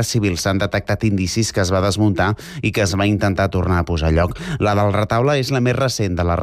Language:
Catalan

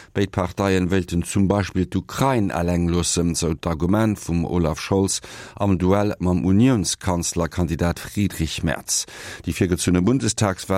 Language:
Luxembourgish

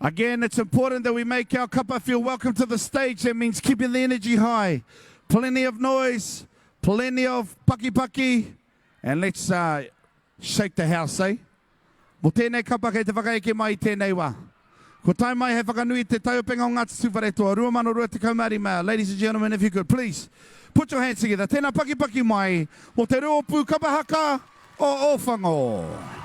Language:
Māori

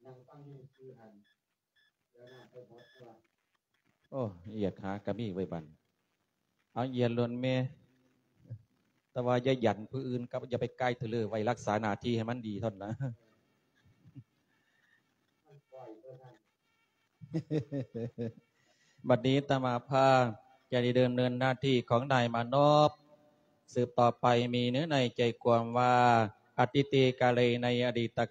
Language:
Thai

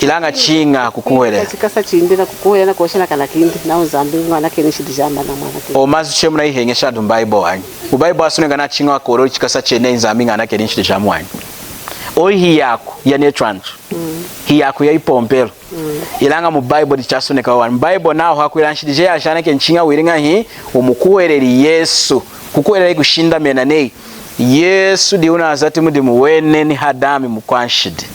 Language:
Lunda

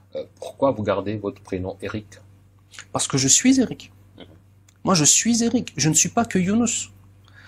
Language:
French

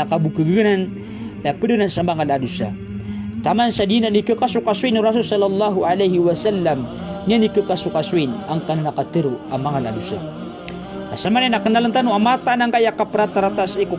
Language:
Maranao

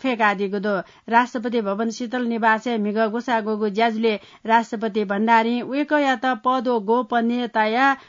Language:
Newari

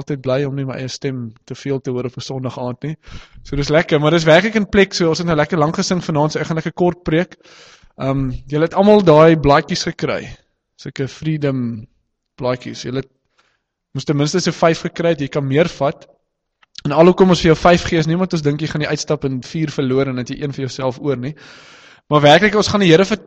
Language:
Afrikaans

